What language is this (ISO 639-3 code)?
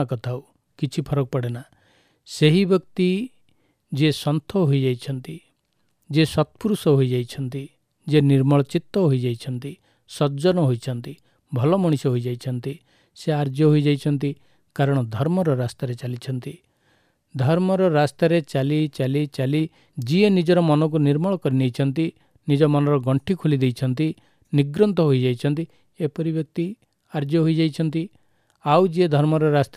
ori